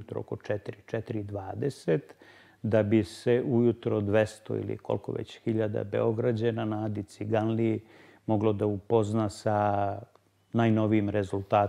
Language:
Serbian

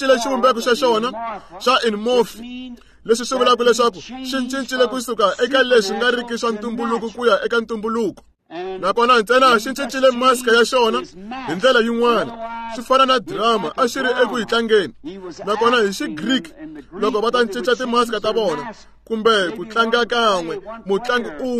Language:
Tsonga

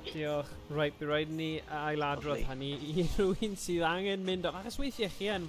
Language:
Welsh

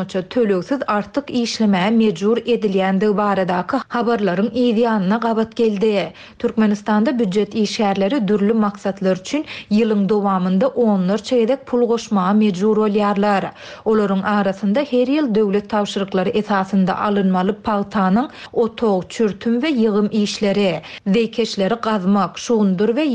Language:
Turkmen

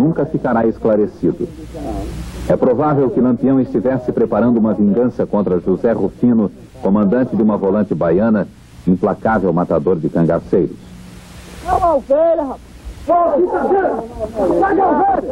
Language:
Portuguese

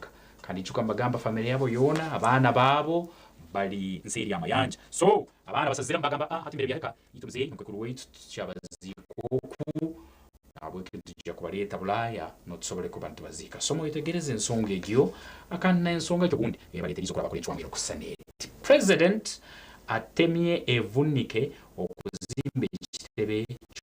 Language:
Nyankole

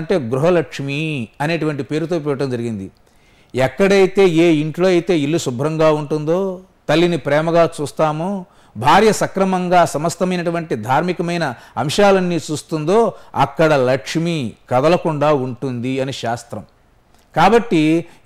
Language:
Telugu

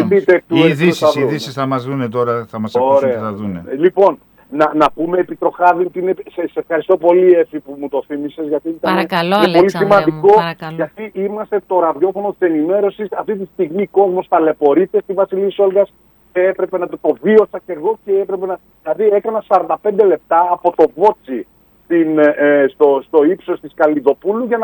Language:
Greek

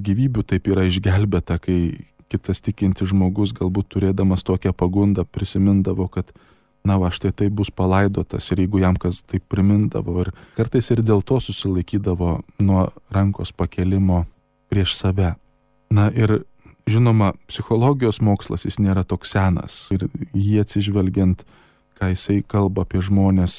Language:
Lithuanian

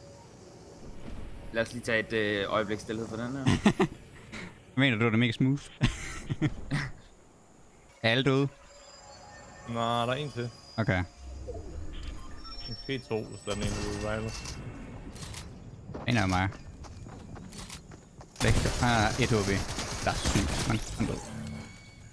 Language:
Danish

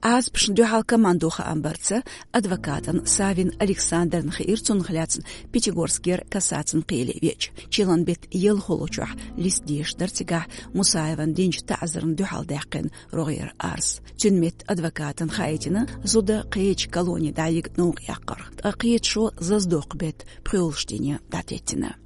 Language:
Chechen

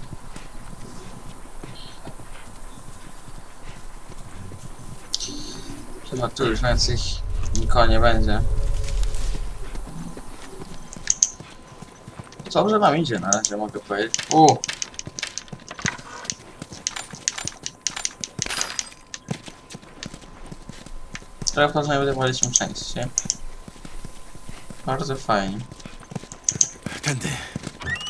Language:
Polish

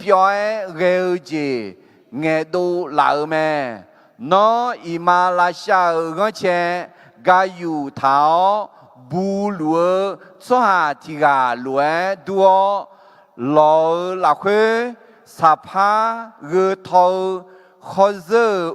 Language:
Akha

